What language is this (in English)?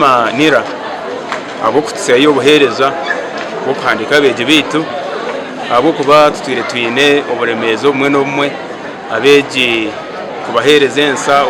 Nyankole